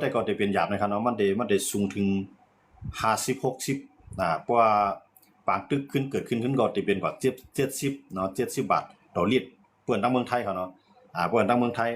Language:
Shan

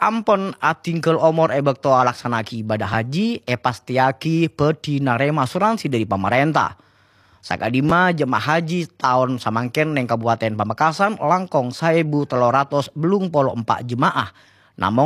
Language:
Madurese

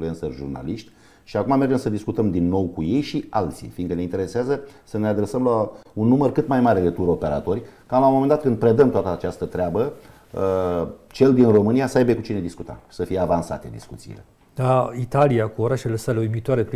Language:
Romanian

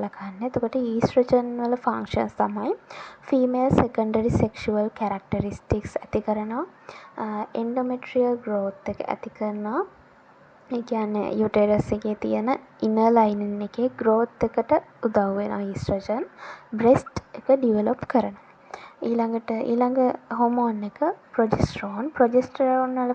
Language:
Sinhala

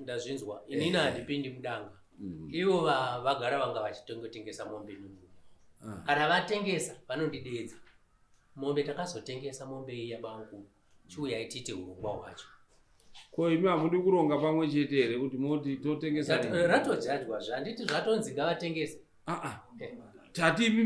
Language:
Shona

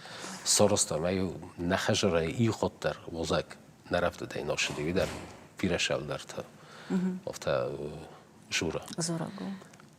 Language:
Ossetic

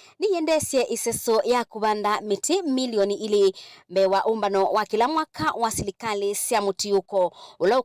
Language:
Kamba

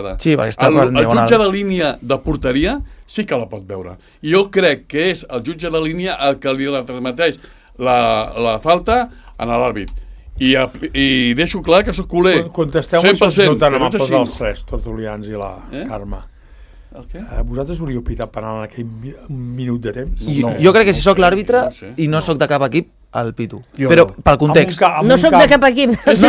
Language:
Catalan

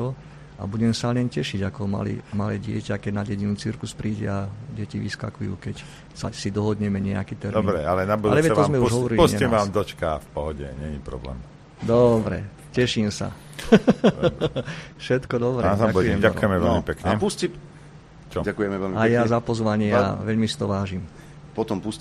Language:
Slovak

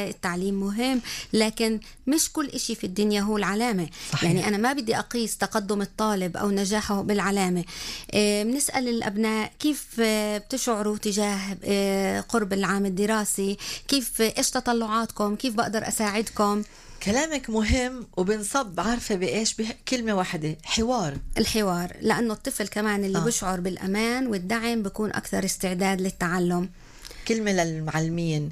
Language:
North Levantine Arabic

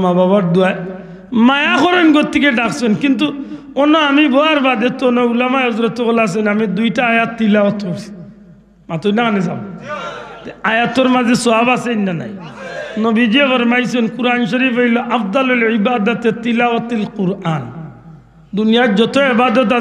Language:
Sylheti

